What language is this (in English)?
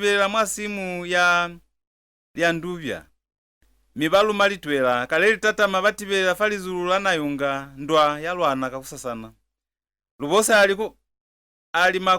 Lozi